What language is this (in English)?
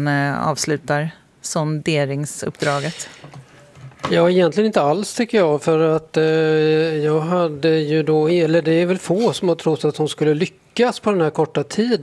Swedish